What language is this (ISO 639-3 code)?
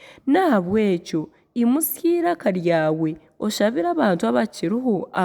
nyn